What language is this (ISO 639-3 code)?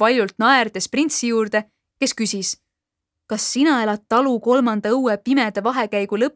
est